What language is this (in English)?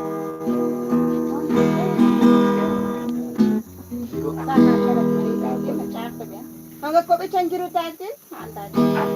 Kekchí